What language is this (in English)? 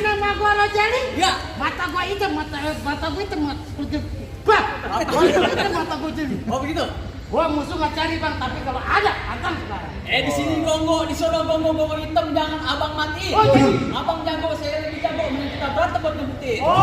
Betawi